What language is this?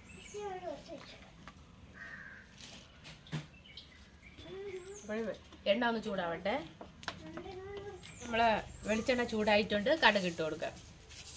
Malayalam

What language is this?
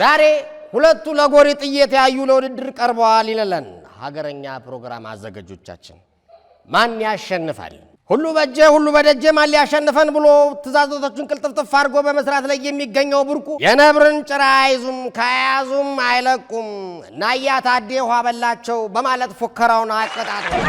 Amharic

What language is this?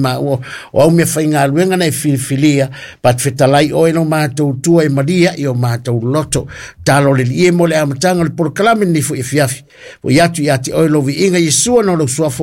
Samoan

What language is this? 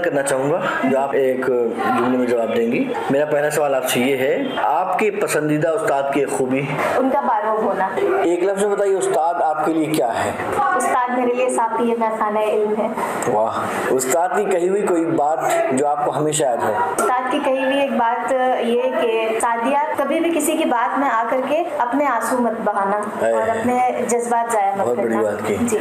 Urdu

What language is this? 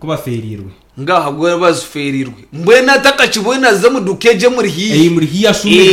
Nyankole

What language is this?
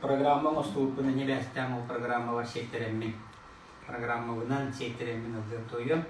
Yakut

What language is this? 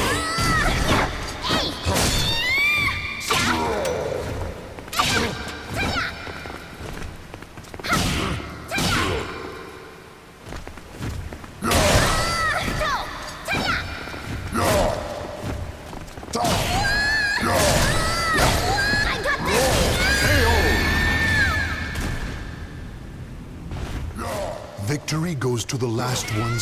English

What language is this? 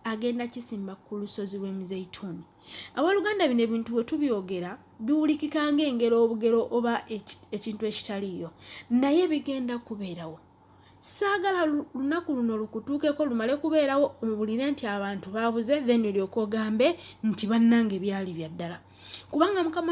Ganda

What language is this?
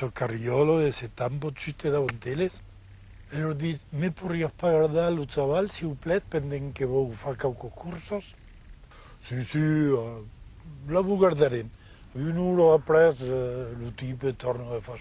Occitan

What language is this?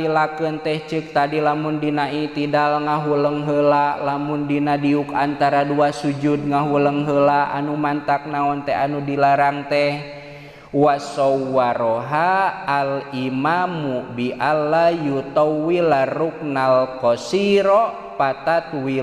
Sundanese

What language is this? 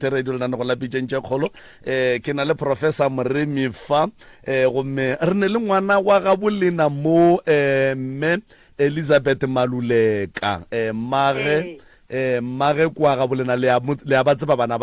Northern Sotho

